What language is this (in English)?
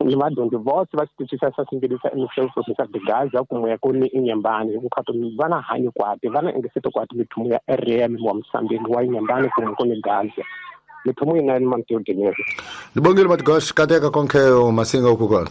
Tsonga